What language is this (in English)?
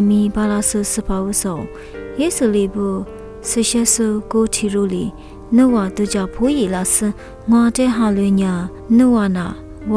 Lisu